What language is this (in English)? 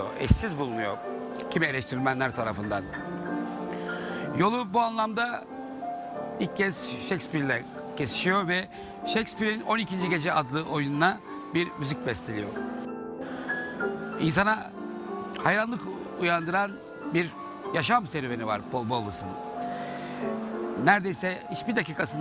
Turkish